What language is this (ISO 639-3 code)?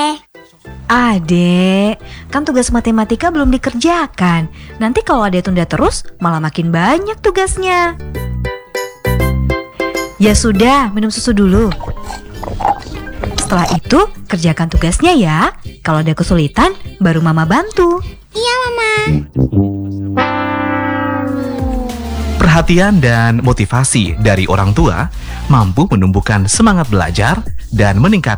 ind